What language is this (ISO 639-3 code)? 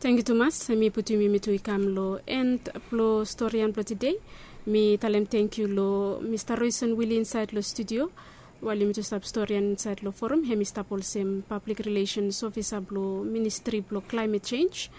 bis